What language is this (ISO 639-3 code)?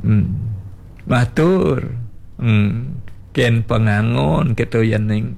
ban